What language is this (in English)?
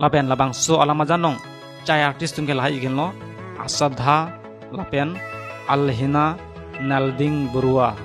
Karbi